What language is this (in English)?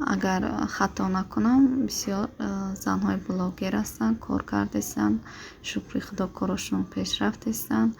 Tajik